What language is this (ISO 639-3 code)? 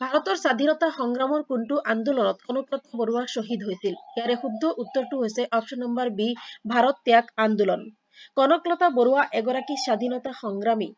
asm